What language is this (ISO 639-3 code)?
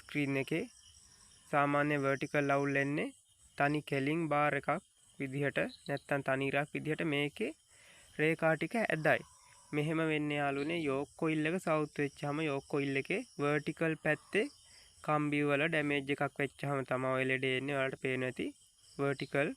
sin